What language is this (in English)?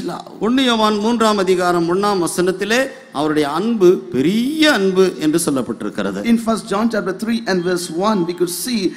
Tamil